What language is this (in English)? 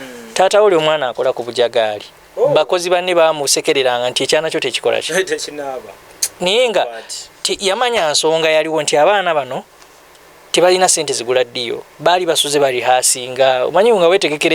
Ganda